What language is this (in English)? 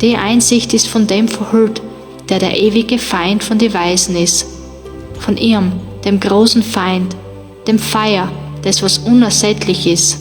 Bavarian